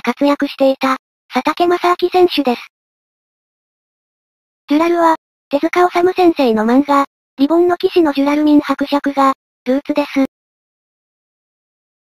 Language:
Japanese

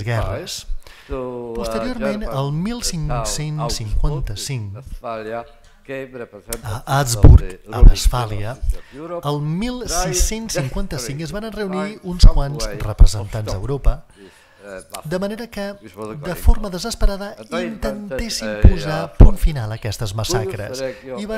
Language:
Catalan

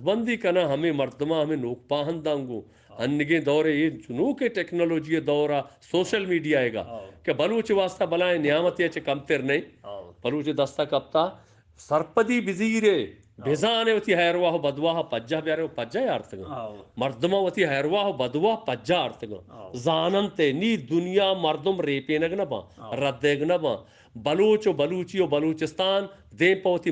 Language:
Eastern Balochi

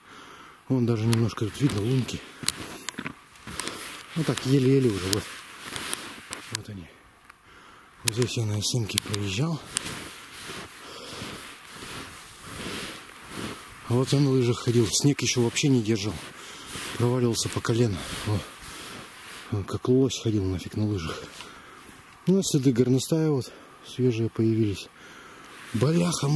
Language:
Russian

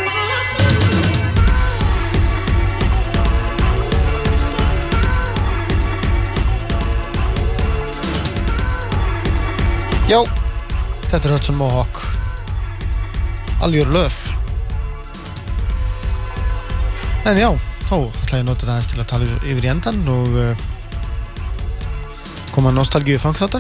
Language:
Icelandic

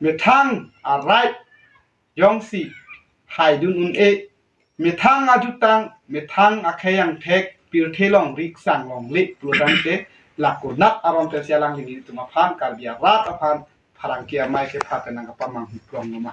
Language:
Karbi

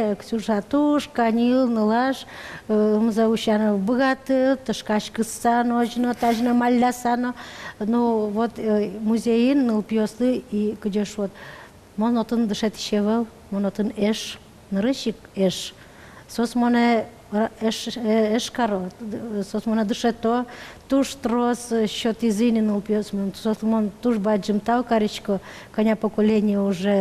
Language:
Udmurt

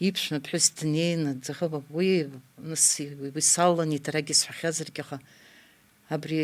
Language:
Abkhazian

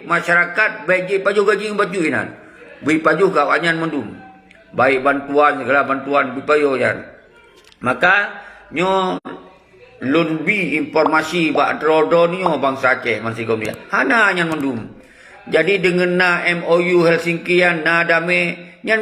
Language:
Achinese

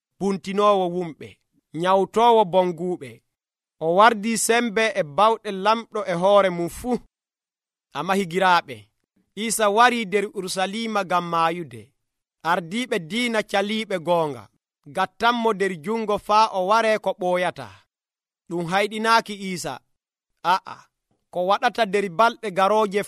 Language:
Nigerian Fulfulde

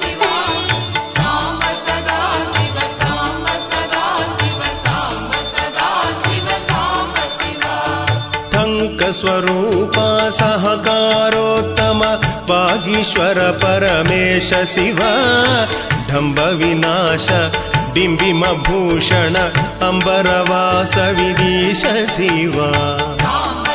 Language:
Kannada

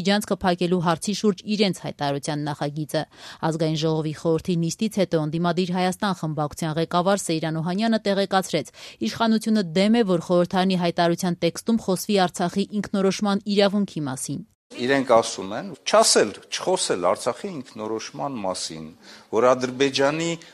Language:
Armenian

